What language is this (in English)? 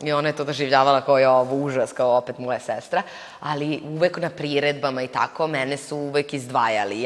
Serbian